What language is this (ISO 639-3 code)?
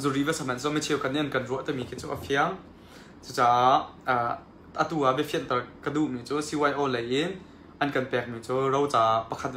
cnh